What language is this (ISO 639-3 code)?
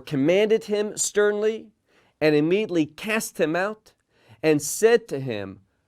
eng